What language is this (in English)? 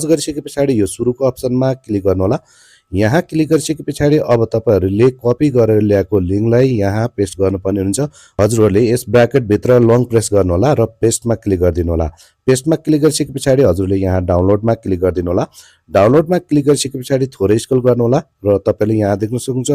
Nepali